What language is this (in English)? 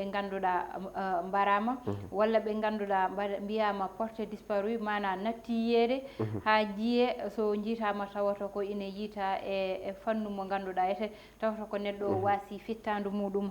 Fula